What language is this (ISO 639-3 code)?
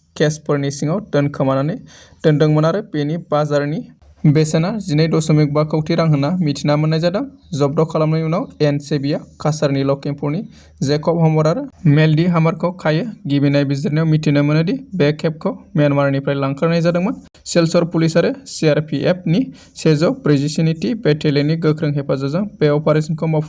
brx